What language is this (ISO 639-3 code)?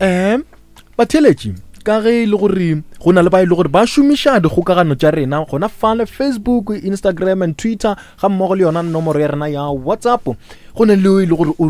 nso